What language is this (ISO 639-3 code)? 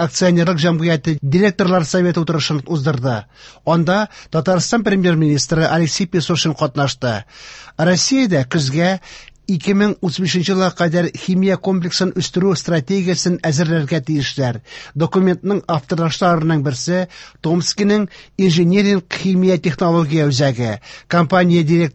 tat